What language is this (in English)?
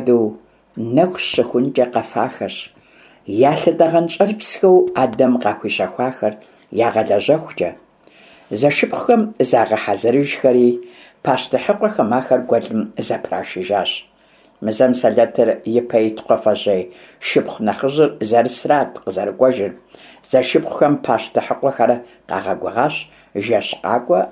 Kabardian